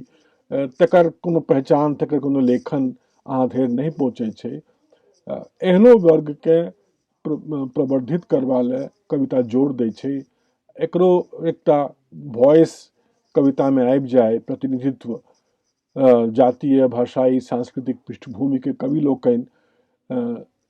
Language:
Maithili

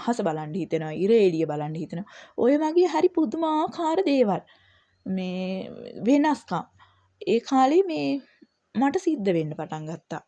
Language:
Sinhala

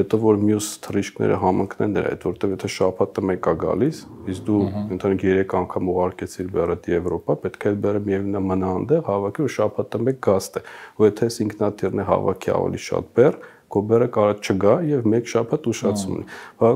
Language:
Armenian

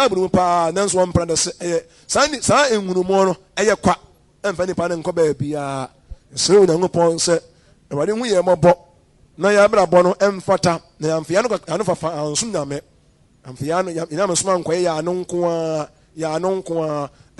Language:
Akan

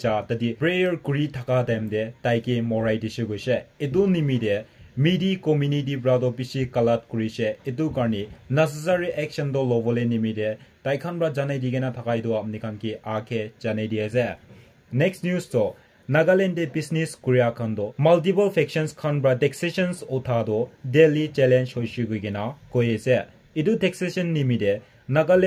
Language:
Naga Pidgin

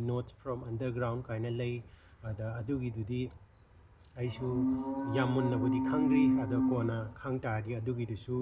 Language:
Manipuri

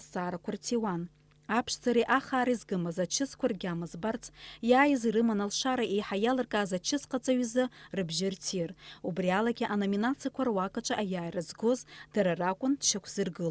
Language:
Abkhazian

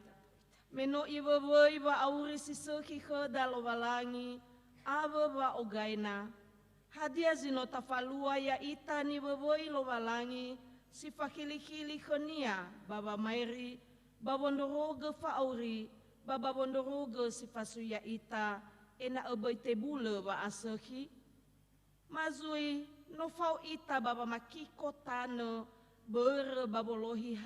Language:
Nias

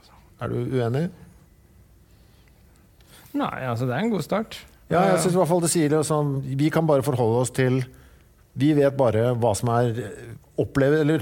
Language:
Norwegian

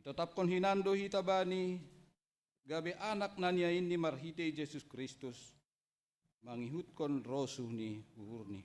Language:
Batak Simalungun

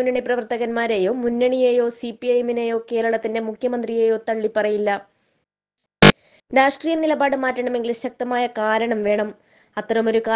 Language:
Malayalam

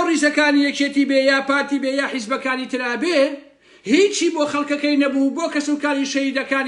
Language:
Central Kurdish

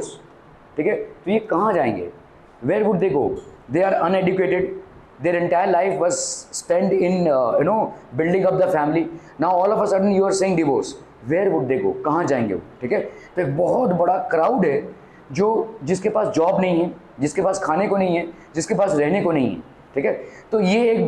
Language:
Hindi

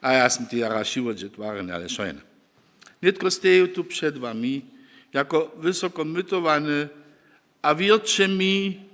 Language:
Upper Sorbian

